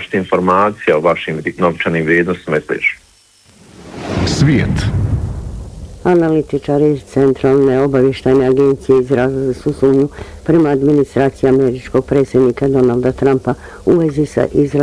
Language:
Bosnian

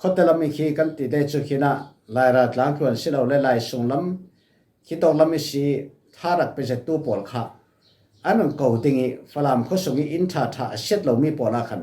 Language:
Falam Chin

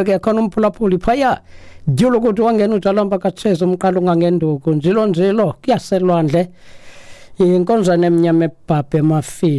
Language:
Xhosa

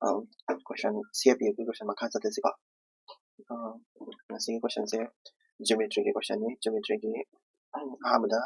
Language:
Manipuri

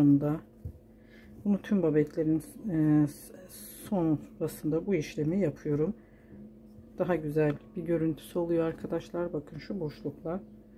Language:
Turkish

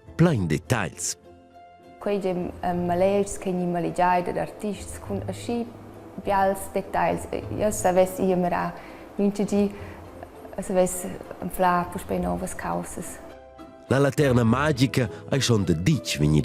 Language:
Romansh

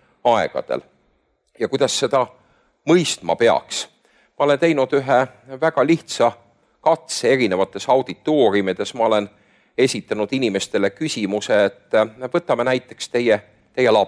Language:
Estonian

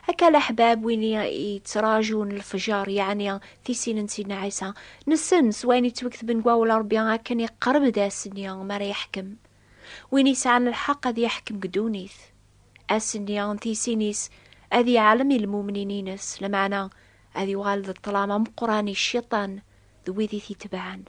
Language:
Kabyle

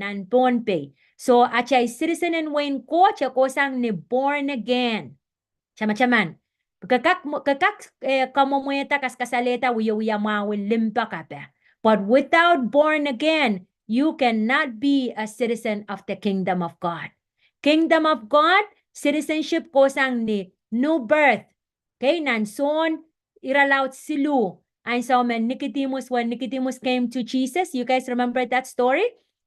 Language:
Pohnpeian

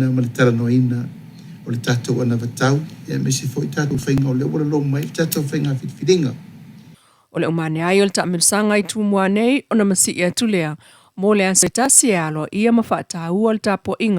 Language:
Samoan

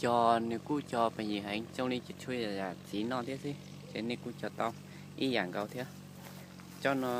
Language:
Hmong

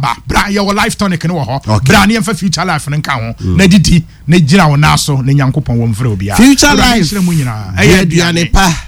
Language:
Akan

